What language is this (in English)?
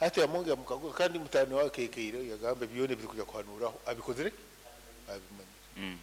Nyankole